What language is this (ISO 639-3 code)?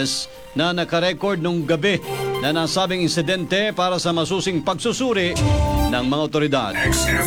fil